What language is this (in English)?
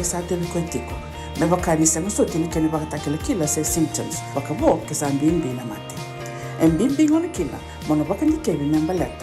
Fijian